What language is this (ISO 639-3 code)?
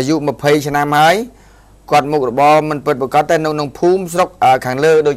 khm